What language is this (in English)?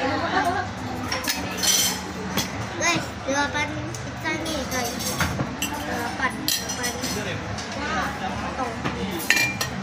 Indonesian